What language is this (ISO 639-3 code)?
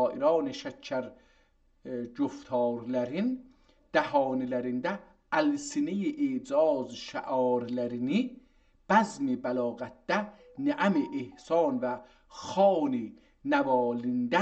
azb